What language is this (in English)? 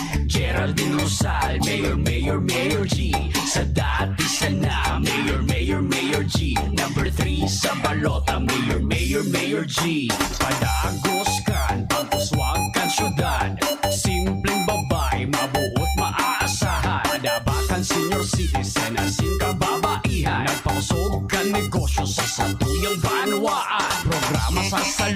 Bikol